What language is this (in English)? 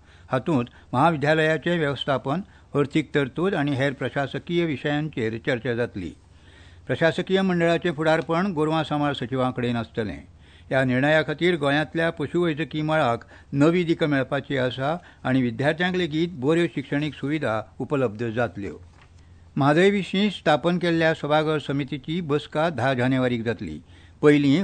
Konkani